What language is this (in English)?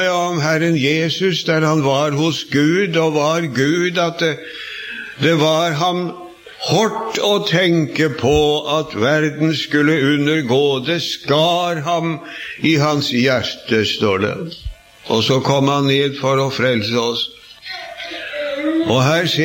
Norwegian